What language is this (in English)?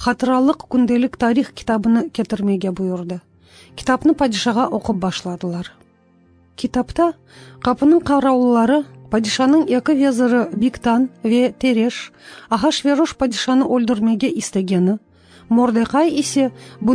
Crimean Tatar